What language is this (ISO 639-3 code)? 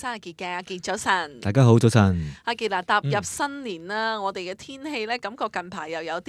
yue